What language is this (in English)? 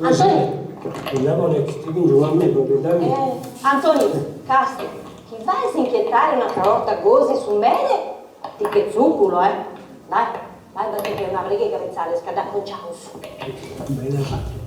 Sardinian